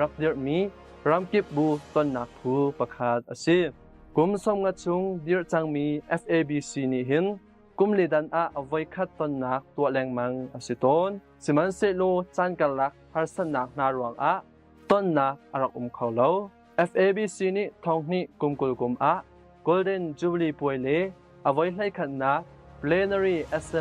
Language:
Hakha Chin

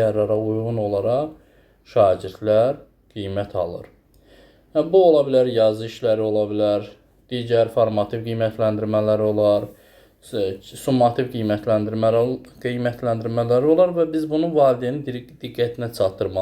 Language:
Azerbaijani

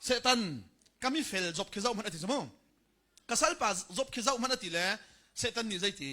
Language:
Hakha Chin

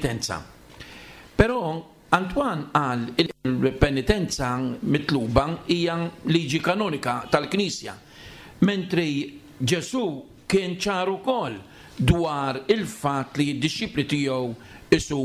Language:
Maltese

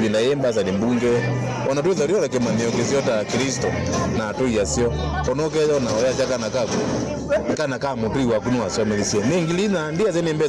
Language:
Kamba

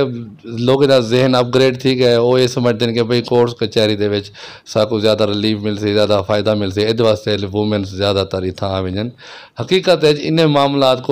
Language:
Saraiki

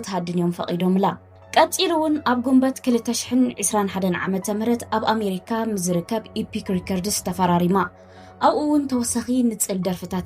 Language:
Tigrinya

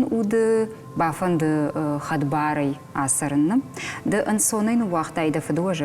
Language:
Ossetic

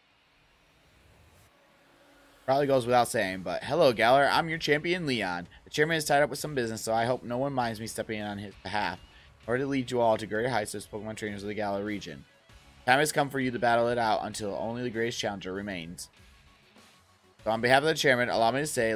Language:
English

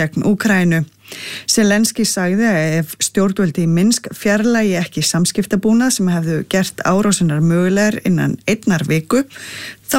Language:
Icelandic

